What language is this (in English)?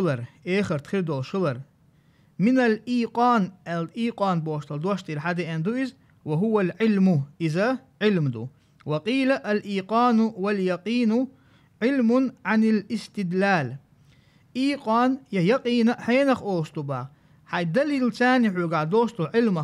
Chechen